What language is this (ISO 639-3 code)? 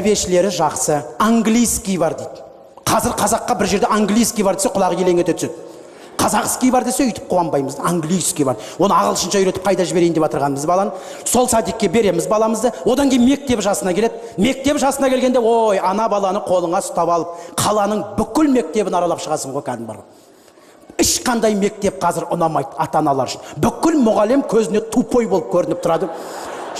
kaz